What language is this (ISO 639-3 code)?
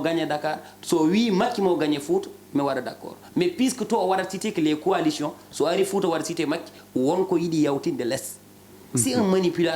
ful